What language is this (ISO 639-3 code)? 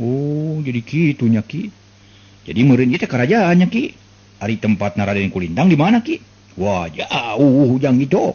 sun